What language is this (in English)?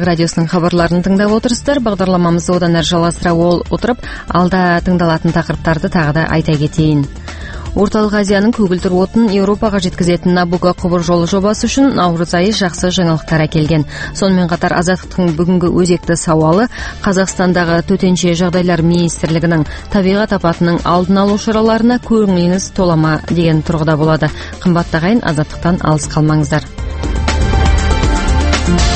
Kazakh